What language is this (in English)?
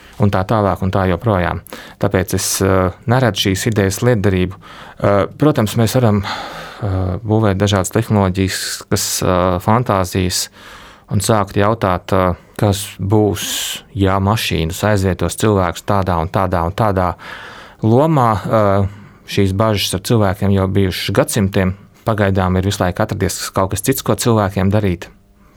Latvian